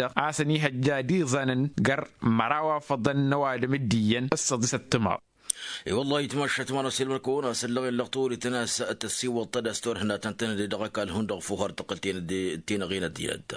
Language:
Tamasheq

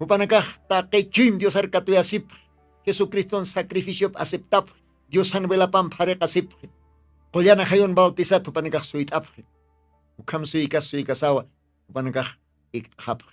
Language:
Aymara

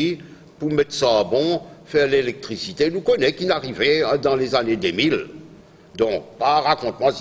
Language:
Morisyen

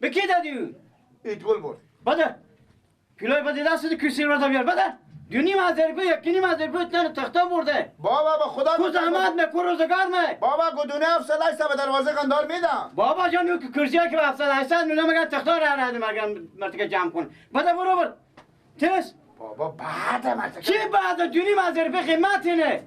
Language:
Persian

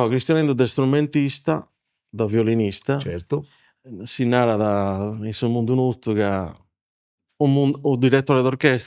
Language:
Sardinian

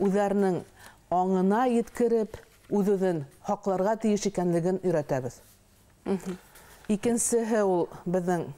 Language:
Bashkir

